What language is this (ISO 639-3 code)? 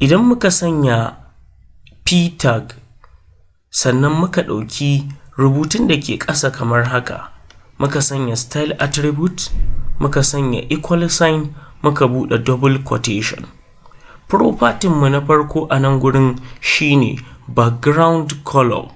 hau